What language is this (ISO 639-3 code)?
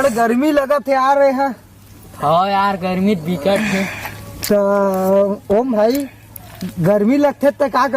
hne